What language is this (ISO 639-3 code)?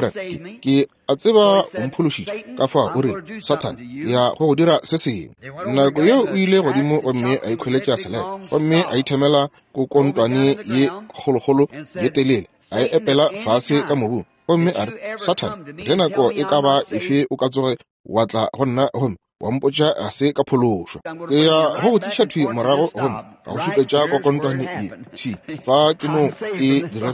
nso